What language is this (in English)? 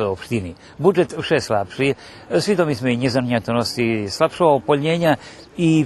Rusyn